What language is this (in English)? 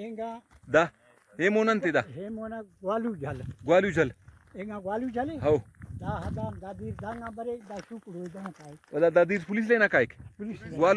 Brahui